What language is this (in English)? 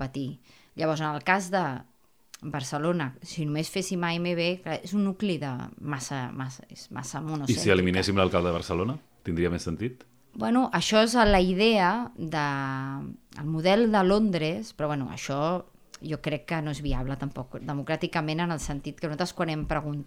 Catalan